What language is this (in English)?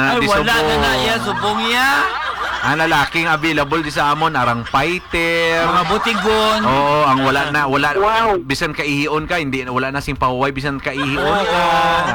Hiligaynon